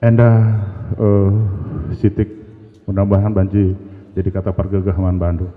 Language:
Batak Karo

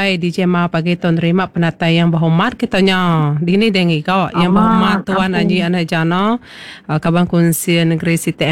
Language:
Iban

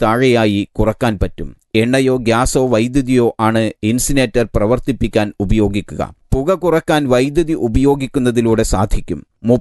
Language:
Malayalam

